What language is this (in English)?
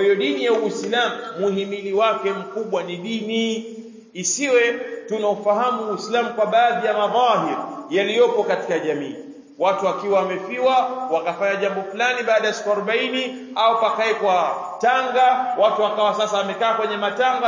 Swahili